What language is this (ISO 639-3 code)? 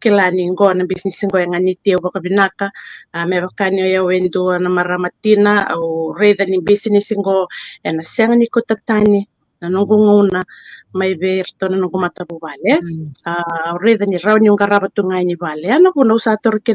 fij